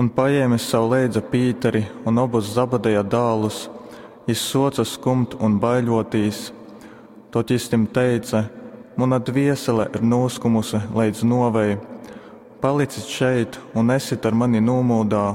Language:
Latgalian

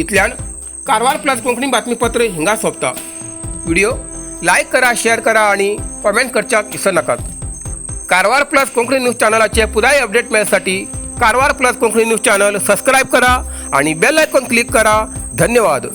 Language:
Konkani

